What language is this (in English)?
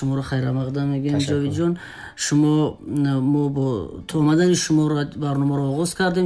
Tajik